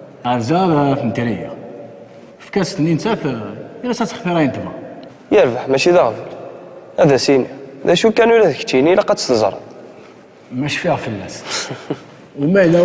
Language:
Kabyle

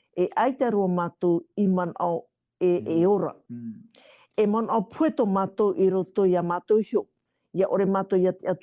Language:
Tahitian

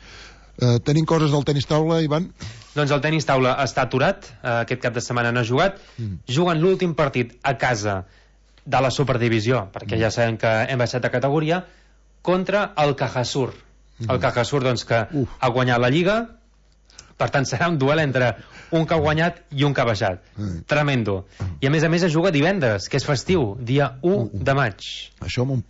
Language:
Catalan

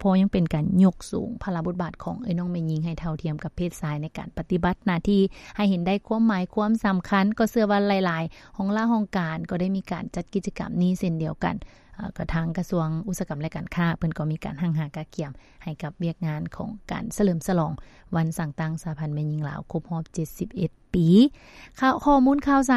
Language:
Lao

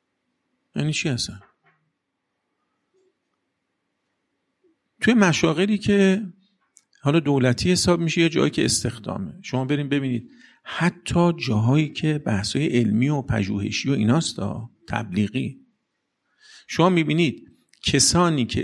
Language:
Persian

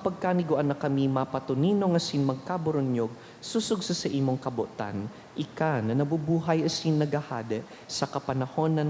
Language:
Bikol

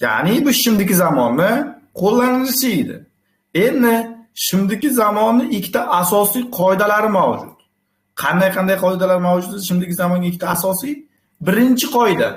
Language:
Uzbek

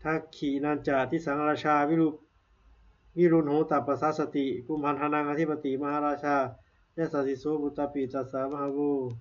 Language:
Pali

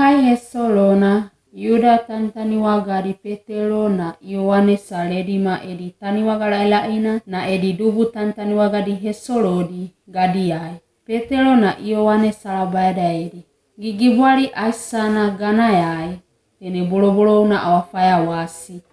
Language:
Wagawaga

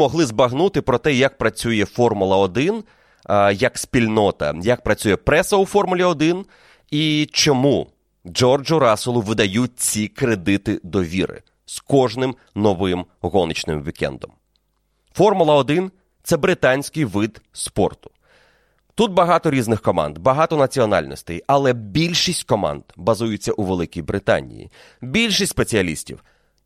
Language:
Ukrainian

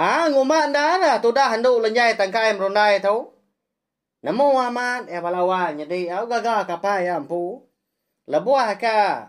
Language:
Iban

